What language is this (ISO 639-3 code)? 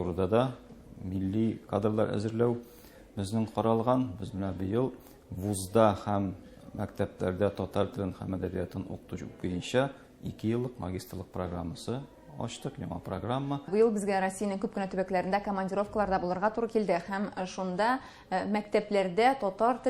tat